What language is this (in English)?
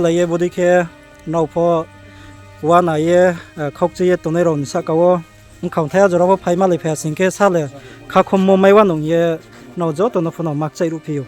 Riang (India)